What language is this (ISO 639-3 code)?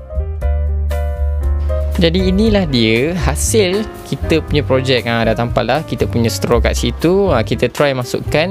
msa